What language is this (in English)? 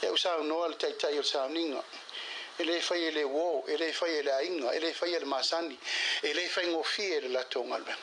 Samoan